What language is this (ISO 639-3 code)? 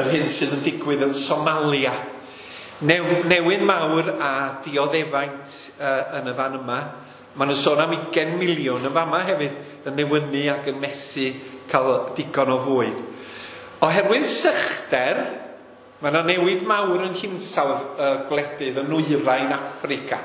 cym